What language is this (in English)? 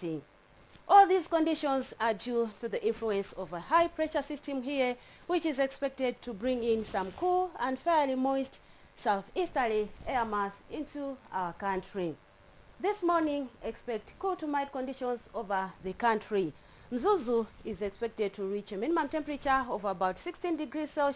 English